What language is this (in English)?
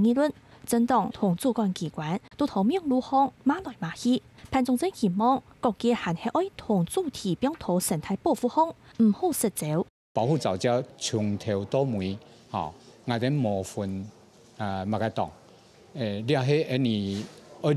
Hakka Chinese